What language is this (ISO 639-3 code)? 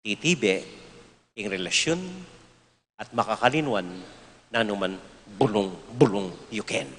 pam